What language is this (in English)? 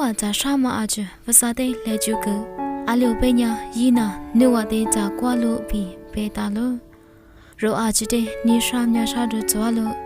Lisu